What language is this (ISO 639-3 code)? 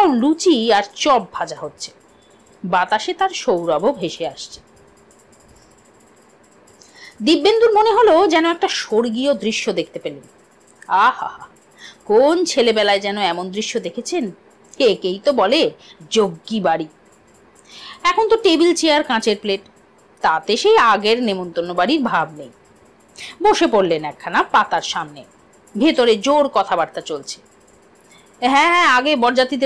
ben